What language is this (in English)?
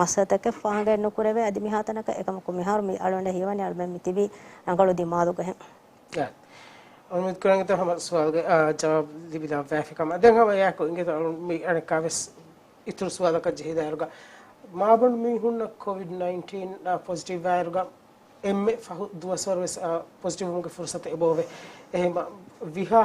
Divehi